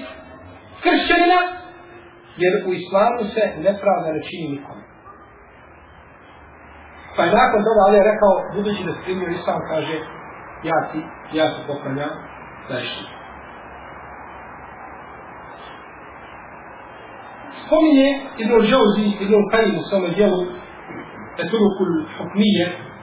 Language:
Bosnian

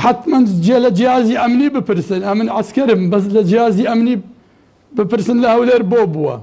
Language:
Central Kurdish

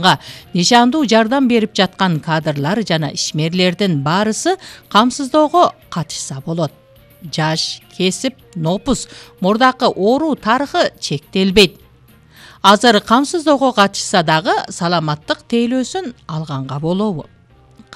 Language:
Kyrgyz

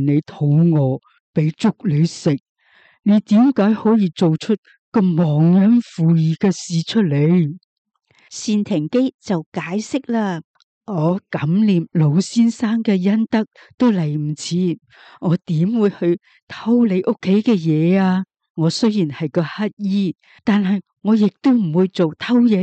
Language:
Cantonese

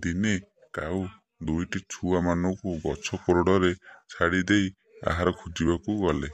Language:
Odia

